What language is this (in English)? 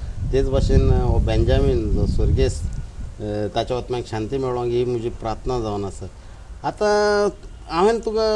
Konkani